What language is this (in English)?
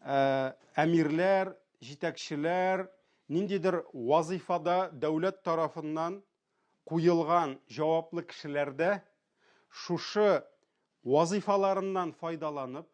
Tatar